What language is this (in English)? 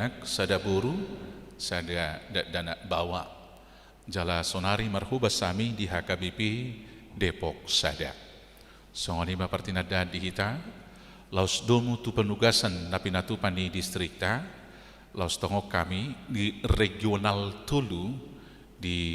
Batak Toba